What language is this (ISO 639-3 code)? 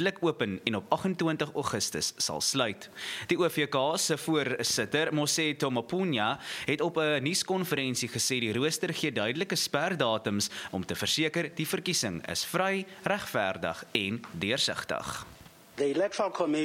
afr